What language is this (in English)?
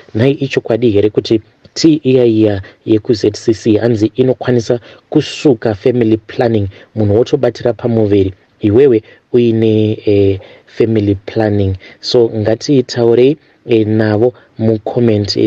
Shona